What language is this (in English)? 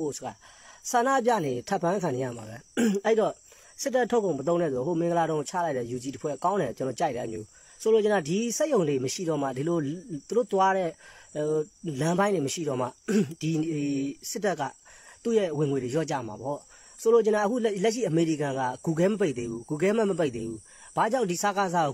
Burmese